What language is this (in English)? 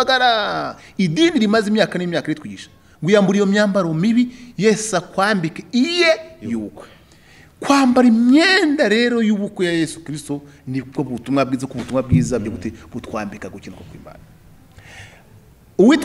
Kinyarwanda